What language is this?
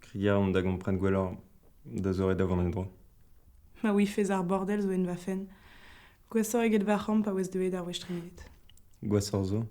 Breton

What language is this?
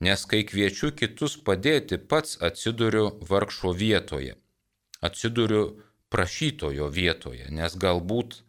Lithuanian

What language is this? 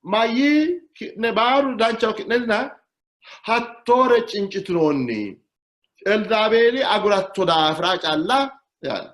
Sidamo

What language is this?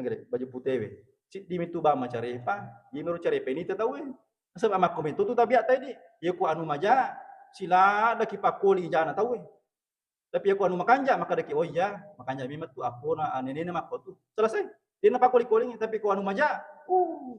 Buginese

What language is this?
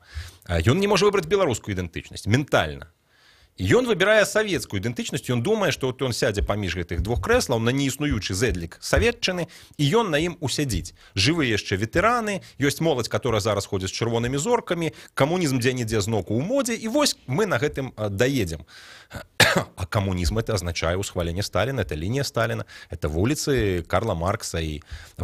Belarusian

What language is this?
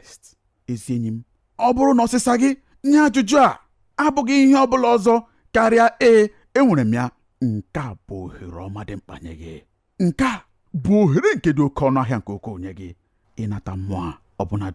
Igbo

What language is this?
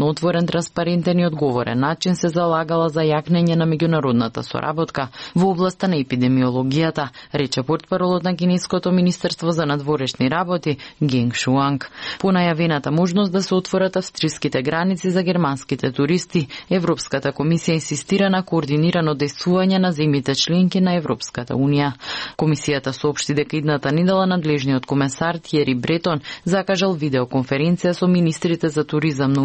Macedonian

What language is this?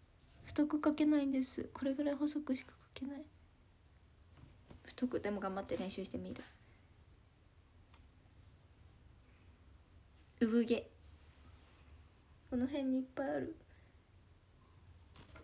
Japanese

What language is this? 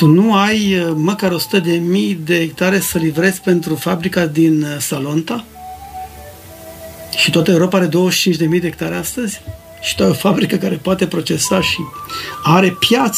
Romanian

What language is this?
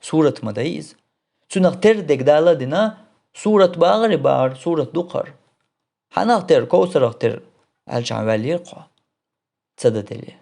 Chechen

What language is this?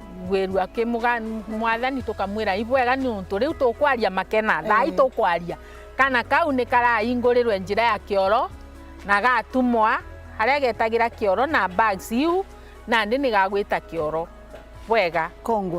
Meru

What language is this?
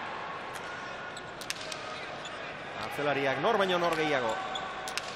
Basque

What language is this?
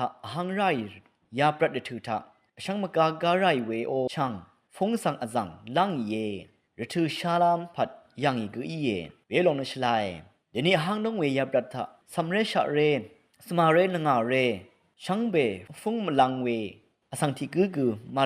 Rawang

